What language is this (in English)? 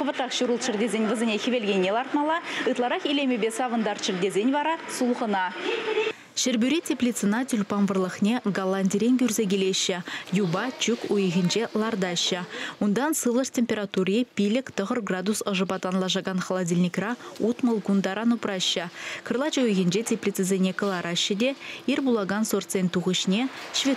Chuvash